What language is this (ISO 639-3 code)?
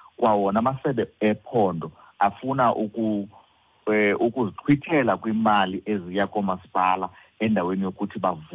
xho